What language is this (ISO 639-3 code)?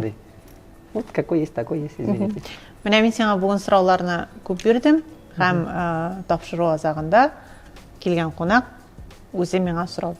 tat